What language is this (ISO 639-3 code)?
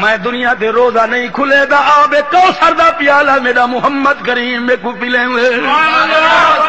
skr